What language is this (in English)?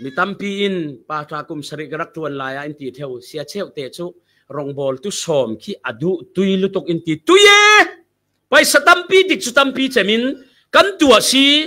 Falam Chin